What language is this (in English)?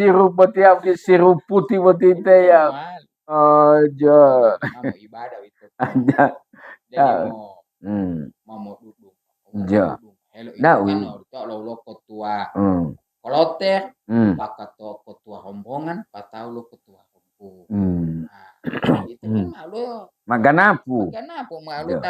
Gorontalo